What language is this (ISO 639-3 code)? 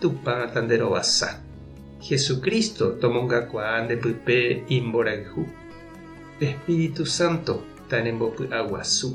grn